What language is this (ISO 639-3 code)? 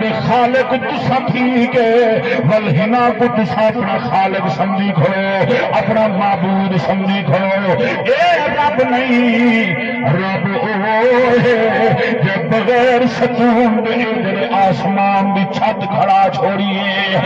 skr